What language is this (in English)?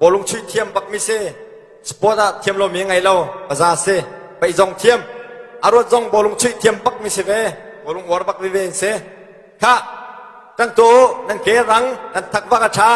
Hakha Chin